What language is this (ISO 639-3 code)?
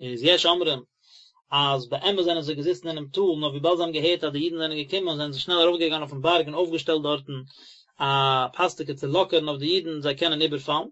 yid